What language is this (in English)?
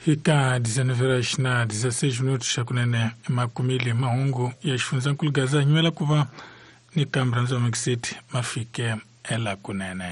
Tsonga